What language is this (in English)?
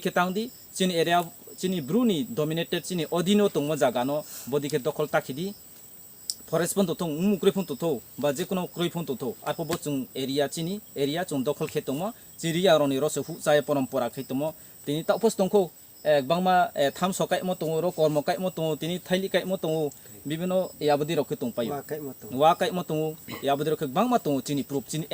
Riang (India)